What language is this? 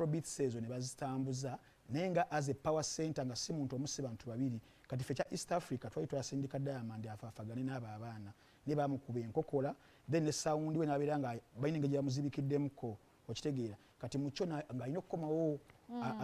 Ganda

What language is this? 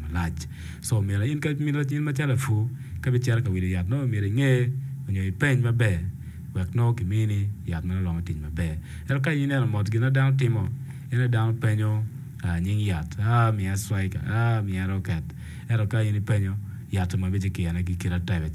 Acoli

